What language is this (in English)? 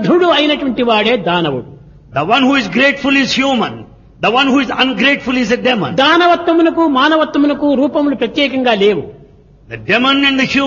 Telugu